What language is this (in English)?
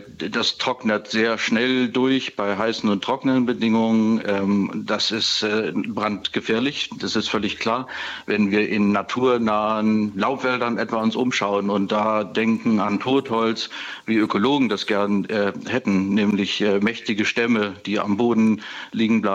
German